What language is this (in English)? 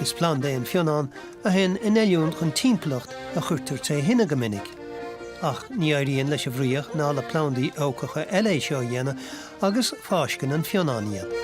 Irish